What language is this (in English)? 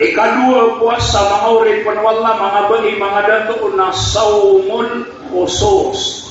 Maranao